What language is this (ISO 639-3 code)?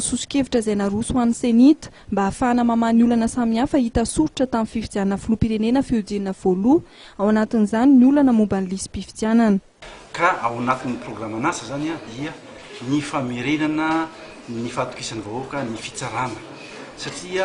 mlg